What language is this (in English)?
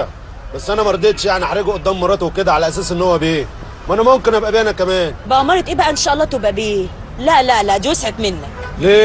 Egyptian Arabic